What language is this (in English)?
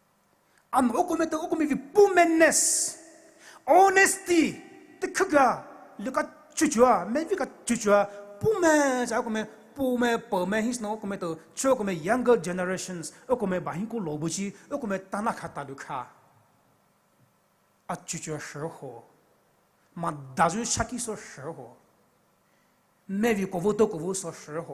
Poumei Naga